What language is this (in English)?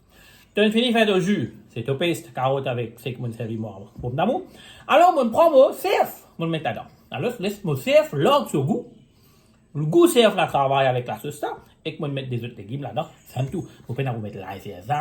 Morisyen